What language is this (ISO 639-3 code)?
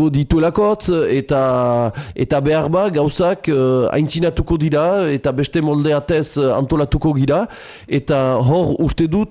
eus